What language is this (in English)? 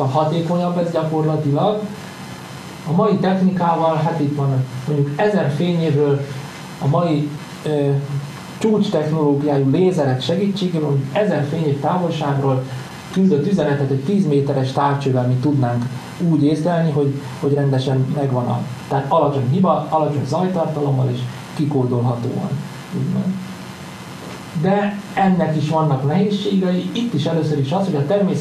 Hungarian